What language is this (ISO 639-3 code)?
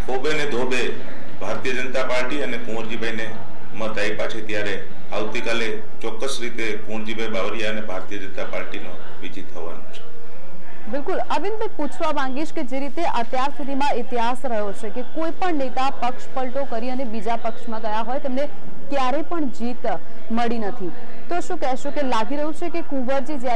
guj